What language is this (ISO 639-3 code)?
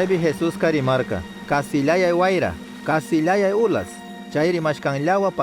qug